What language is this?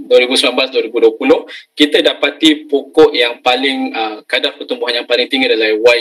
Malay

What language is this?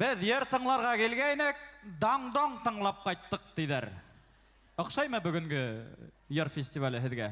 Bashkir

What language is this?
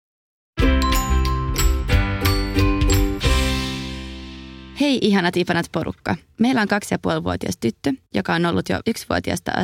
Finnish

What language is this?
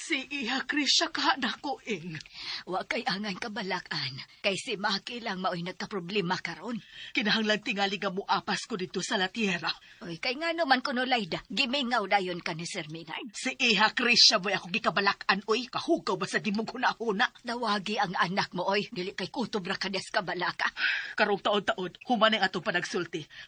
Cebuano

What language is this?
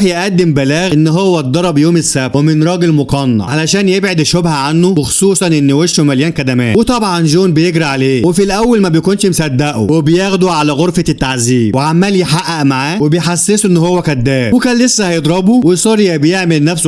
Egyptian Arabic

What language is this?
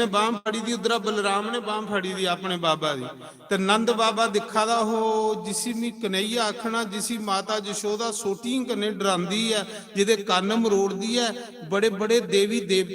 Dogri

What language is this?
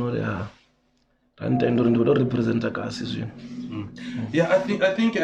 Venda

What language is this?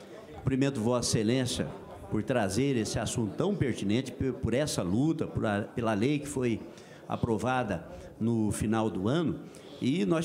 Portuguese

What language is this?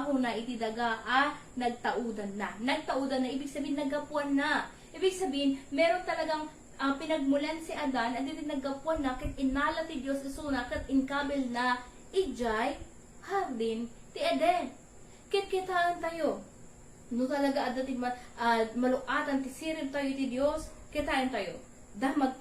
Iloko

